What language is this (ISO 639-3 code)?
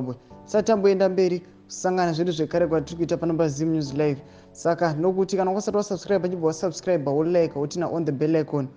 sna